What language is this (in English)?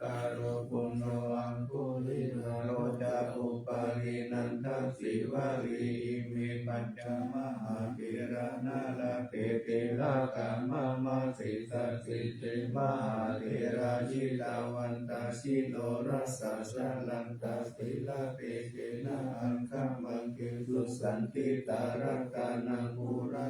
Pali